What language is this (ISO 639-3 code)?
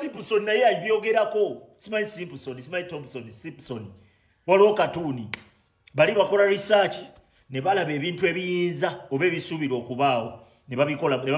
lug